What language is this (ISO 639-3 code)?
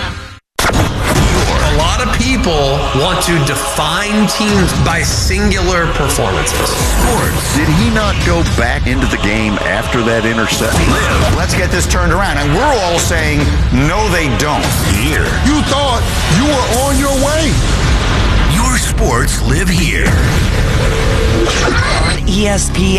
eng